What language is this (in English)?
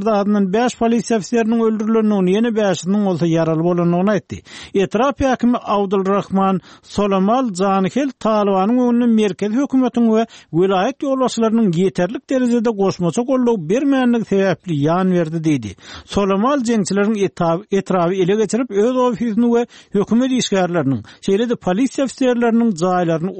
Turkmen